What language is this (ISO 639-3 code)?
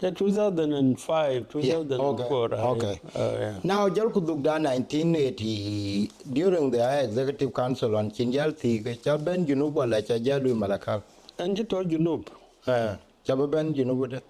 din